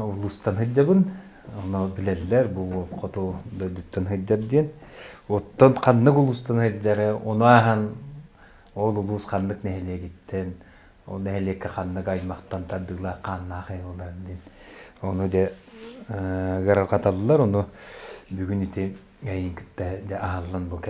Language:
Yakut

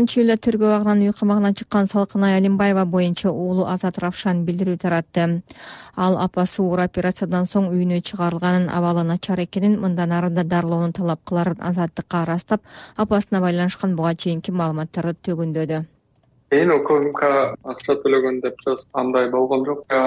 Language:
Kyrgyz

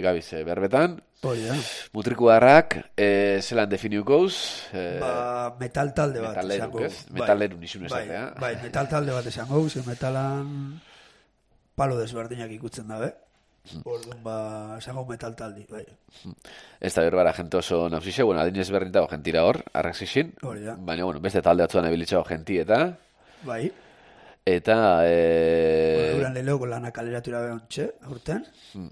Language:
Basque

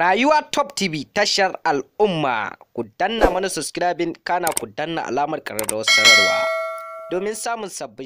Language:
Hausa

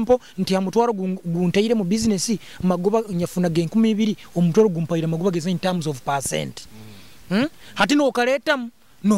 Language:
Nyoro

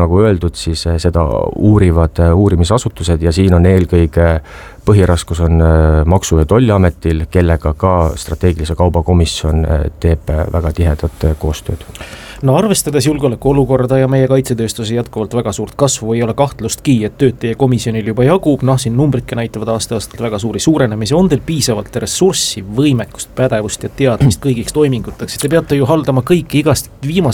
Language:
Estonian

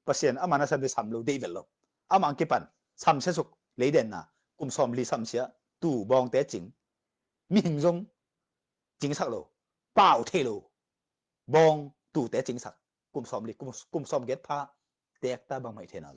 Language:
Tedim Chin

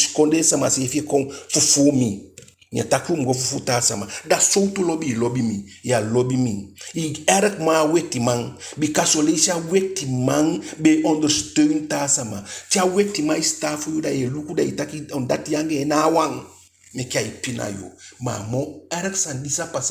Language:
Eastern Maroon Creole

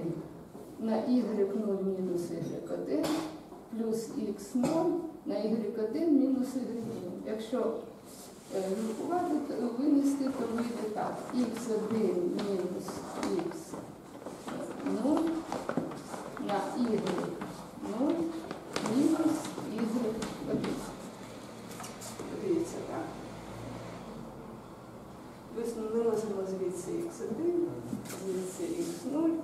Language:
Ukrainian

